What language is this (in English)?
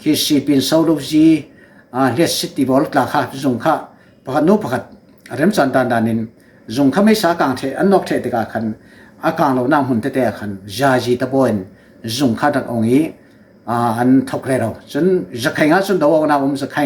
Falam Chin